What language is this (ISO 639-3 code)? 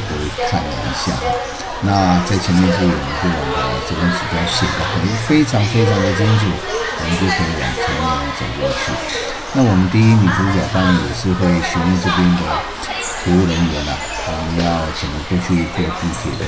zho